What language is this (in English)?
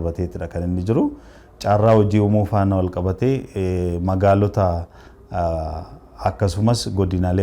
Oromo